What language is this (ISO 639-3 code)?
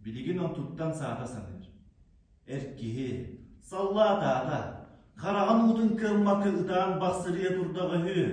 sah